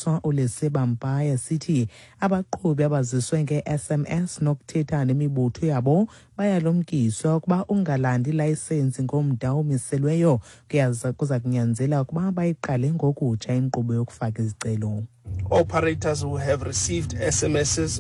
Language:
Xhosa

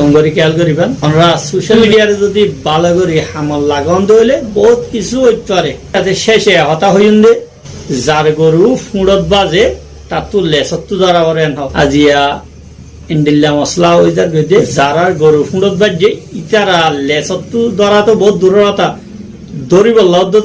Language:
Rohingya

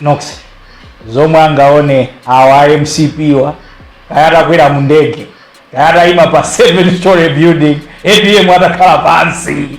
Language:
Nyanja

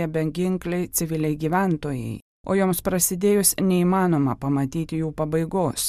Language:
Lithuanian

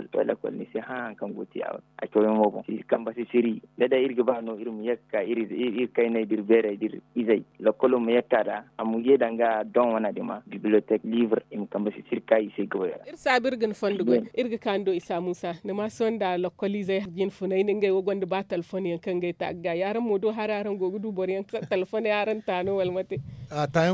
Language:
Zarma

